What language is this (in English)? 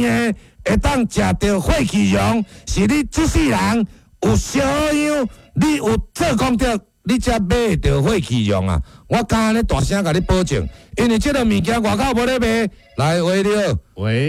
Min Nan Chinese